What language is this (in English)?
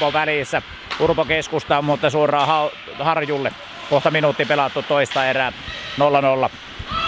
Finnish